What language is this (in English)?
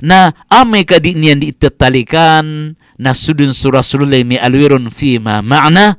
Maranao